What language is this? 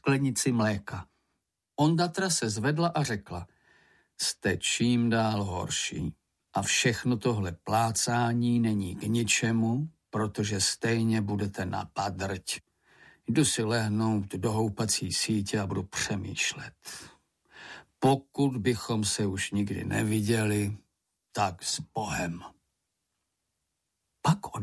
Czech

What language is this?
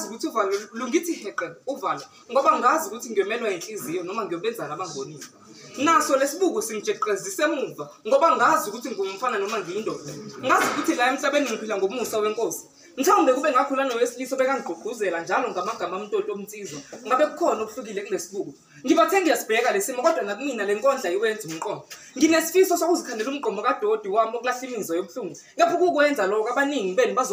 Zulu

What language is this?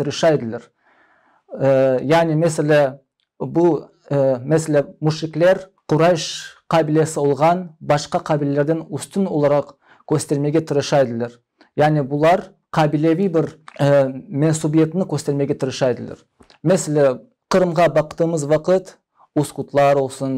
Crimean Tatar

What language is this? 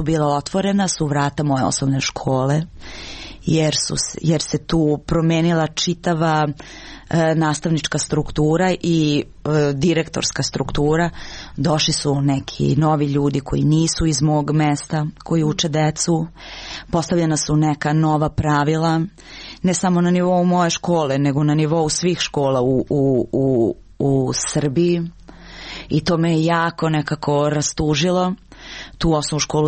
Serbian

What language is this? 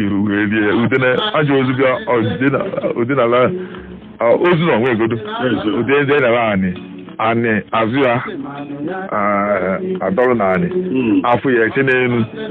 Igbo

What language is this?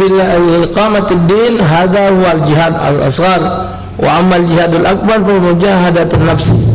Musi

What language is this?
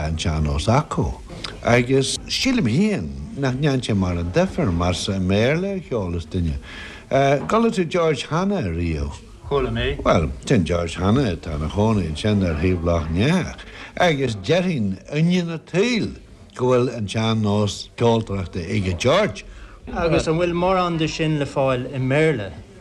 Irish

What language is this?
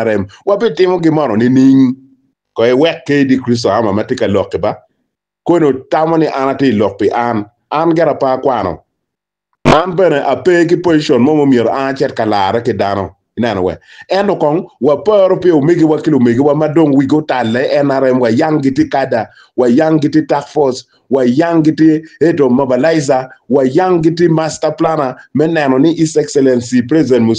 Acoli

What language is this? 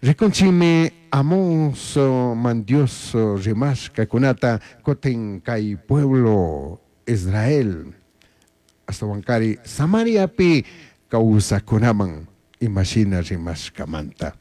Chimborazo Highland Quichua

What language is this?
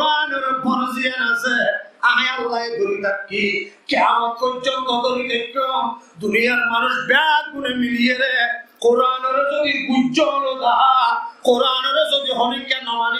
Rohingya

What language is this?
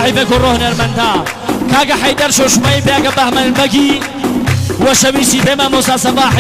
Gurani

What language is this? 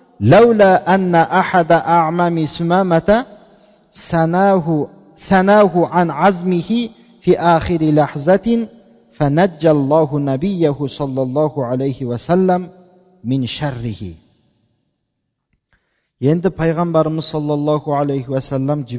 Kazakh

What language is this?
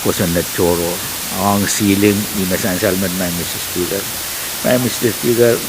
Pohnpeian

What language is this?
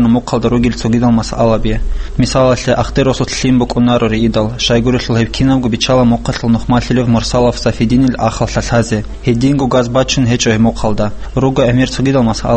Avaric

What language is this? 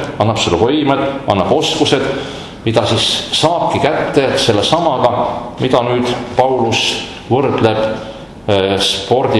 Estonian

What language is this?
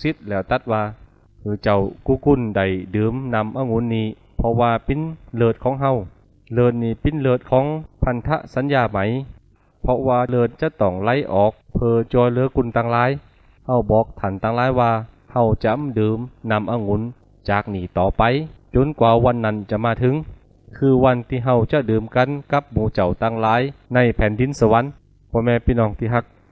Lü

